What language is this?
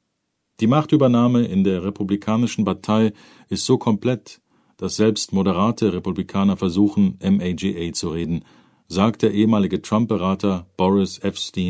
German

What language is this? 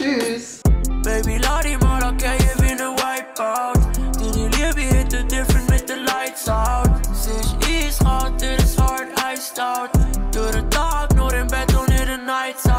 Swiss German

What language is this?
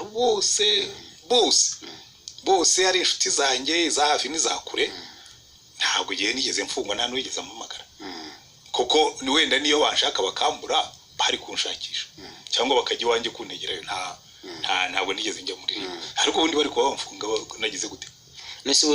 Kinyarwanda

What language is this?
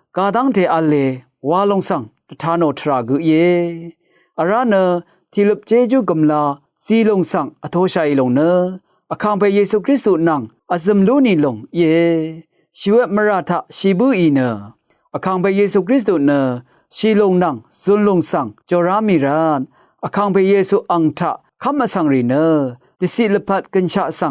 Rawang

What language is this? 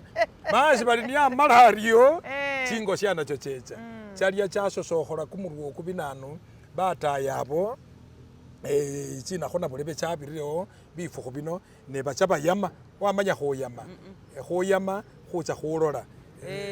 Masaaba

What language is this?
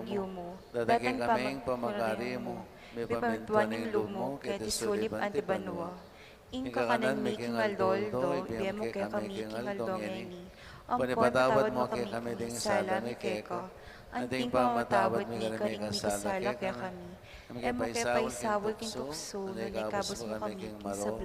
Pampanga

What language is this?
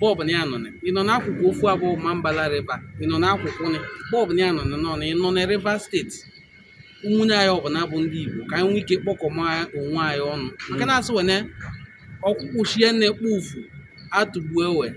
Igbo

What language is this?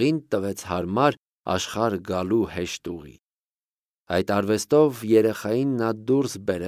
Armenian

